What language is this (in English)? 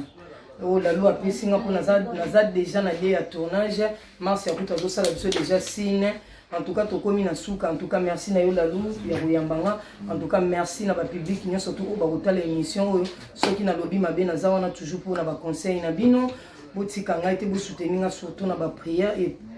Lingala